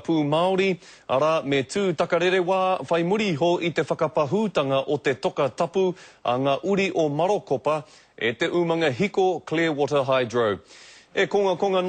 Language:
Māori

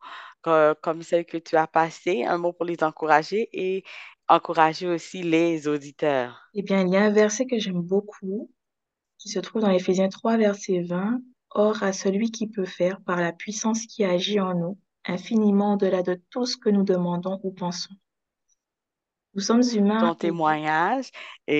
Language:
French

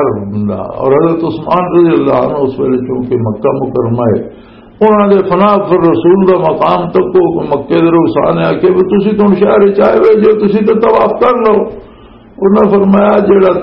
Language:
Western Panjabi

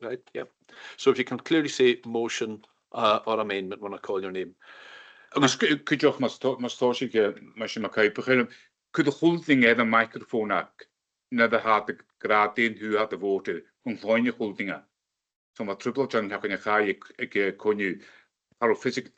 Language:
Scottish Gaelic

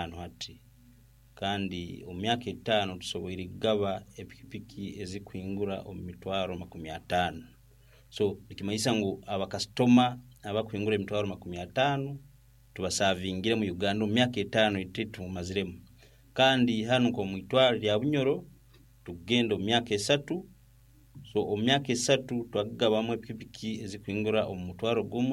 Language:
Nyankole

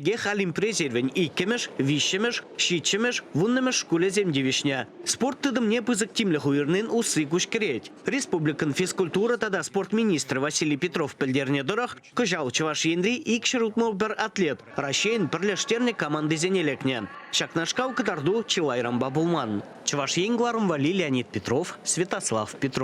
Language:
Chuvash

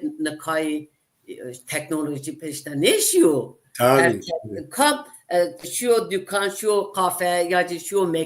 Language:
Zaza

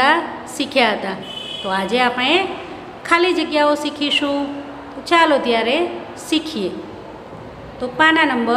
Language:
Gujarati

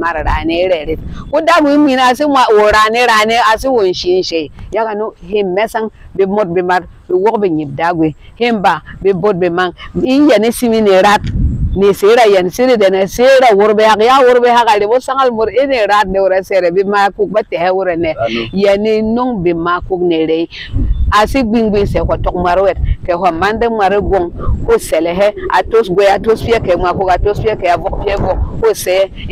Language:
Berom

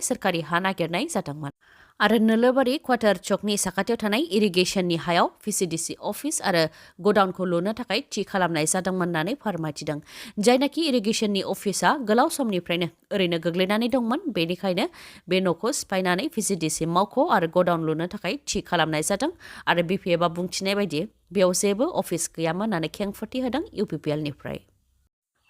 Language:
Bodo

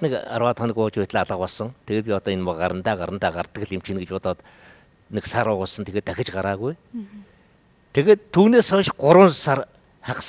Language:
Mongolian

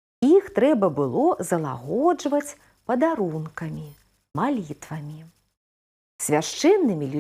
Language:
Belarusian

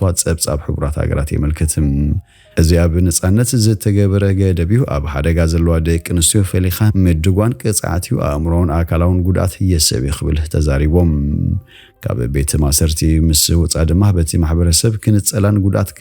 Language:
Tigrinya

